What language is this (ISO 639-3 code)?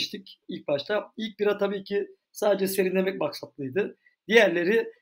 tur